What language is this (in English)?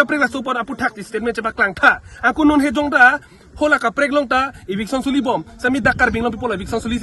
Karbi